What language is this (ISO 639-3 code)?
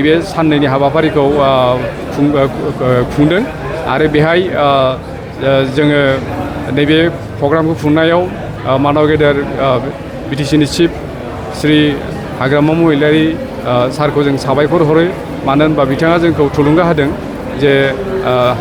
brx